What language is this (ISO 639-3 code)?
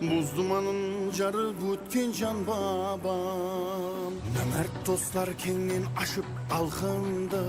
kaa